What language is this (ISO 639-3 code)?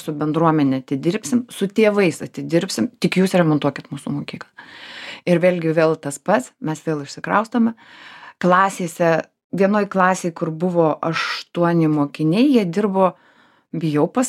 lit